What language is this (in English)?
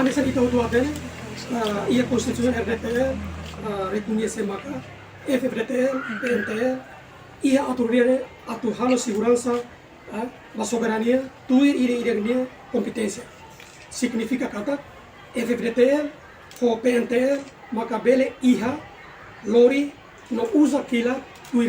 Tetum